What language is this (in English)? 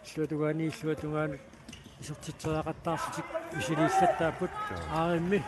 Kalaallisut